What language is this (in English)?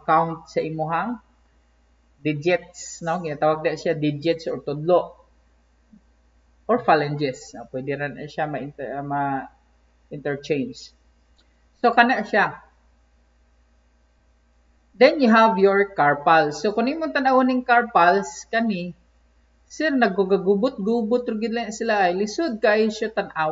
Cebuano